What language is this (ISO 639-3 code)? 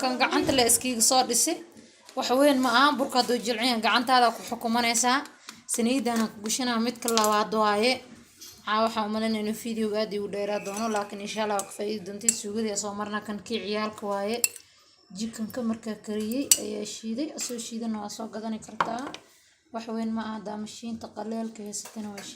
som